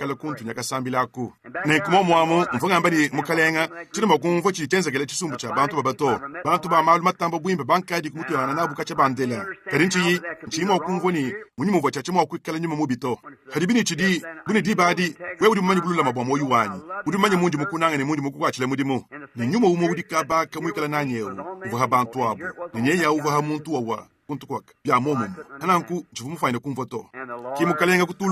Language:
Luba-Lulua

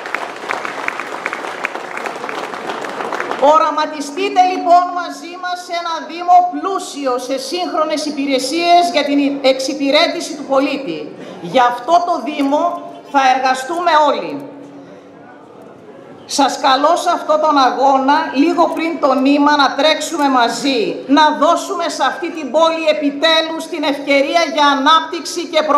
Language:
Greek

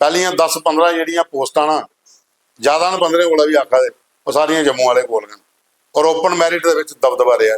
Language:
Dogri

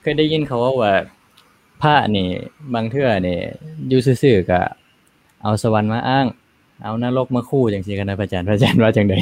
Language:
Lao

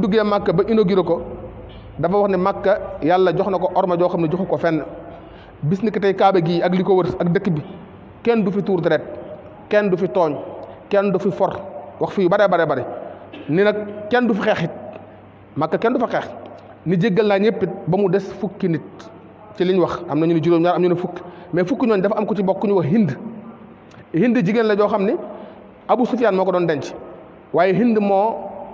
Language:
Wolof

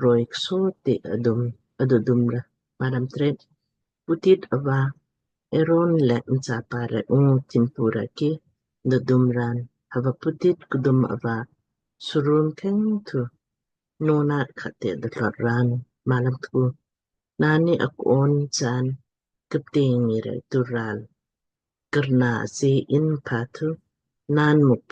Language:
Lamkang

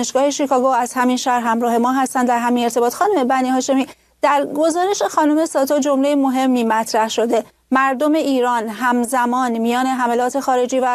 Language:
Persian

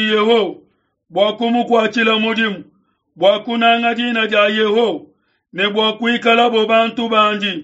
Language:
Luba-Lulua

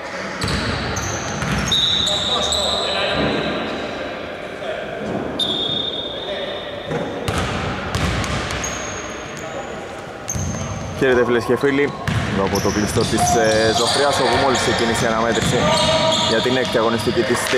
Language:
Greek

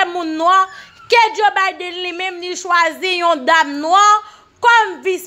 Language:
Haitian Creole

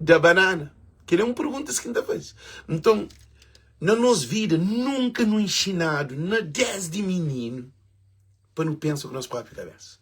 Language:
Kabuverdianu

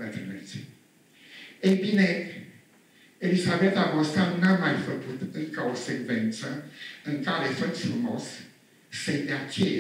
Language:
Romanian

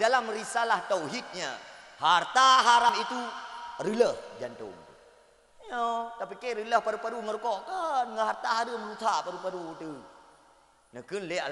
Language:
Achinese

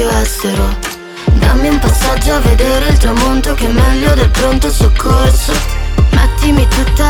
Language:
Italian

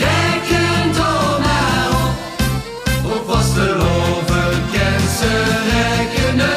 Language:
Limburgish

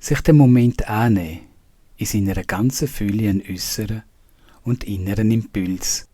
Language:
Swiss German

